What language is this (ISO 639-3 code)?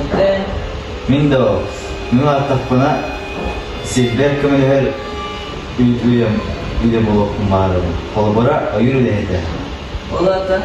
sah